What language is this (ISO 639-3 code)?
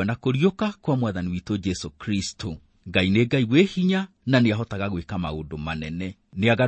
kik